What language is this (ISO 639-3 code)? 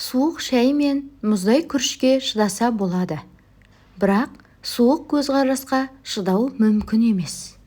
kaz